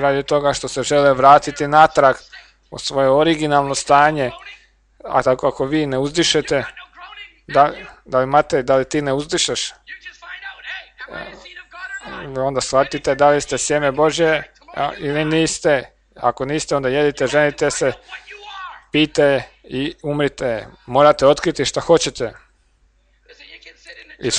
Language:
Croatian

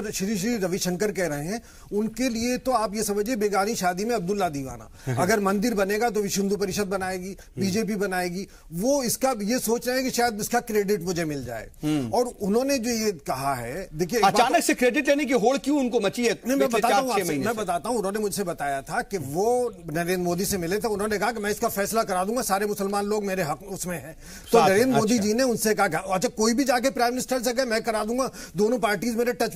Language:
Hindi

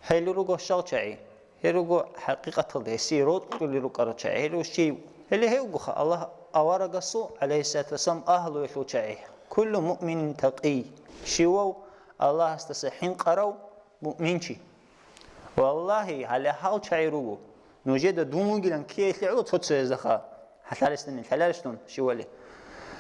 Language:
Avaric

